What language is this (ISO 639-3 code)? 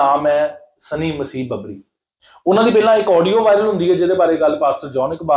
pan